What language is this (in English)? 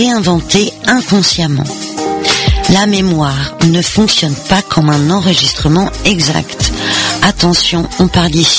French